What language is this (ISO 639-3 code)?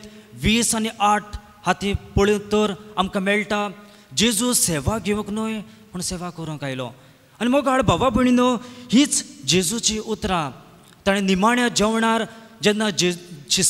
kok